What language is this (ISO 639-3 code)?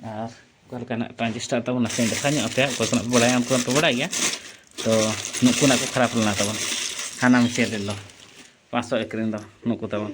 sat